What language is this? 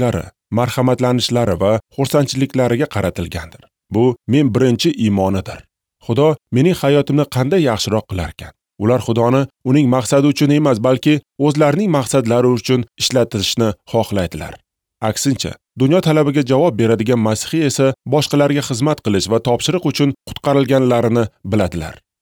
Uzbek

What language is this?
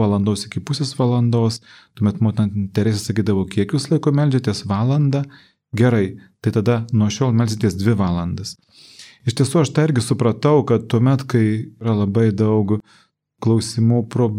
Lithuanian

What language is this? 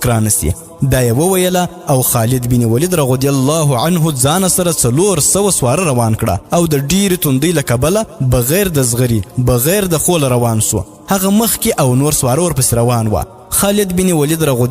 Pashto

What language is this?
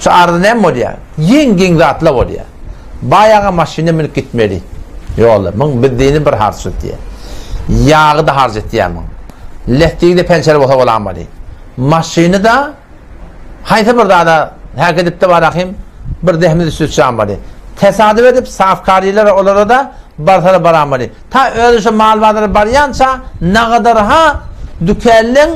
Turkmen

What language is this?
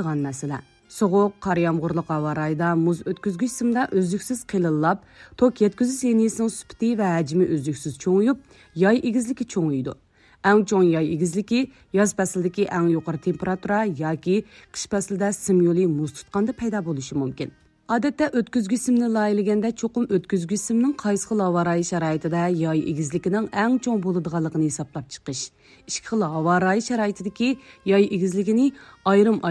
Uyghur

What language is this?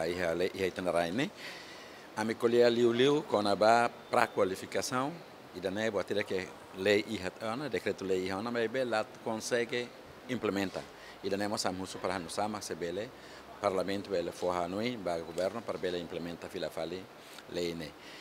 Tetum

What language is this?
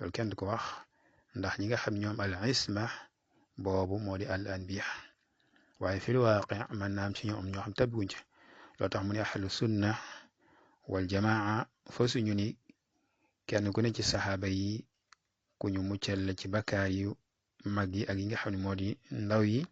Wolof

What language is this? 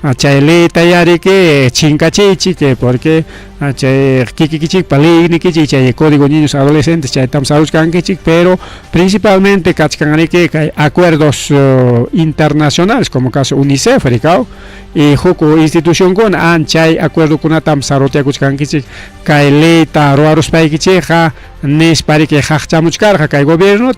Ayacucho Quechua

